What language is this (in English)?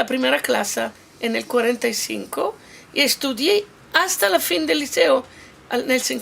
Ladino